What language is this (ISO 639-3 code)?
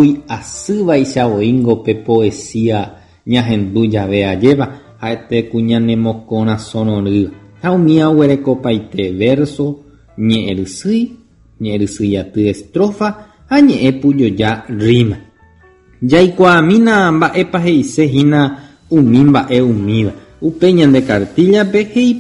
grn